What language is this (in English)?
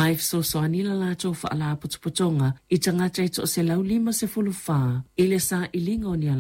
Samoan